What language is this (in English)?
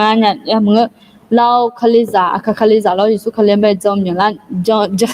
Akha